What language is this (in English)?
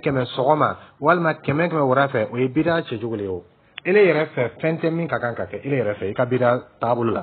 Dyula